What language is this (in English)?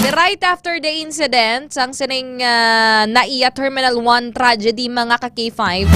Hiligaynon